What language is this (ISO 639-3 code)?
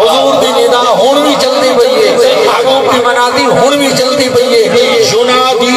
skr